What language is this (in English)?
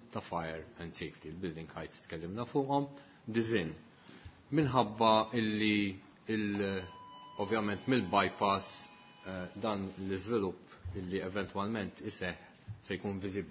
Maltese